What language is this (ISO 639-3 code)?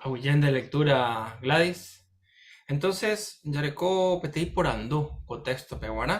grn